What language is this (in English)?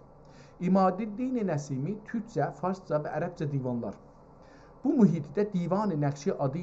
South Azerbaijani